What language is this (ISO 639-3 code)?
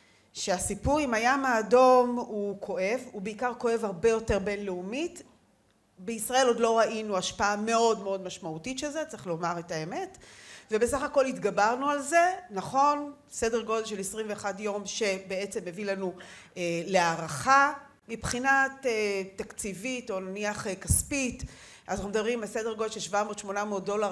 heb